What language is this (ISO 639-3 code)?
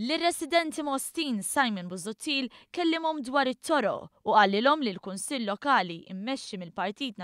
mlt